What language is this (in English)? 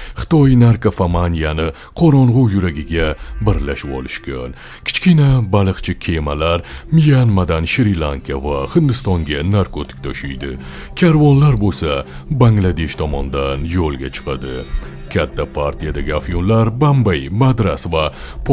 Uzbek